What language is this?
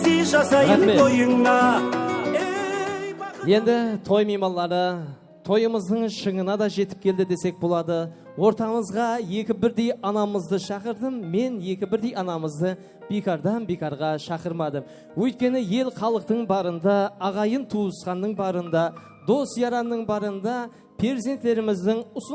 Kara-Kalpak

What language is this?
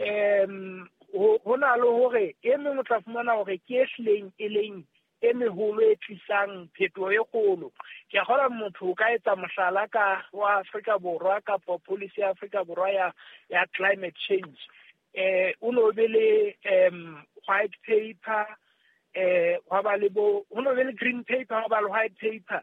Southern Sotho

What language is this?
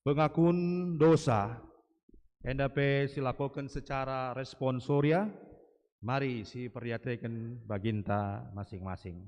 Batak Karo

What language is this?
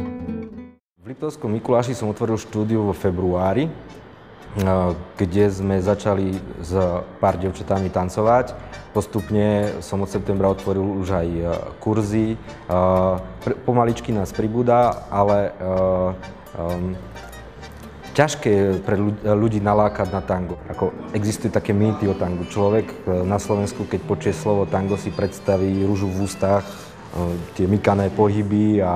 Slovak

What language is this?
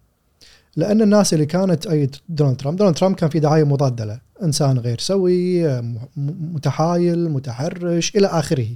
Gulf Arabic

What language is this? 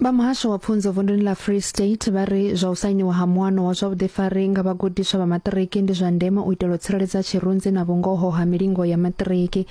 Venda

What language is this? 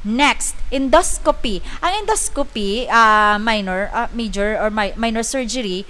Hiligaynon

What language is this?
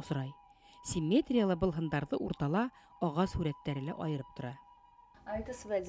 Bashkir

